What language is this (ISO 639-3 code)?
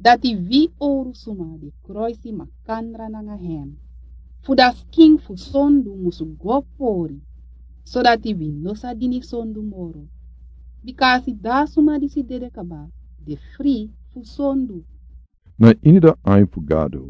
srn